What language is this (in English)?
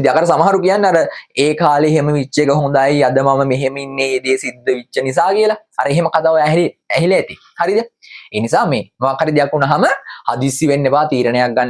Sinhala